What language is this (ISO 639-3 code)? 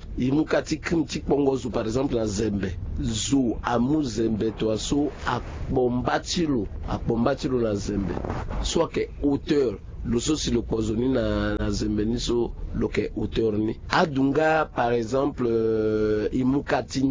sag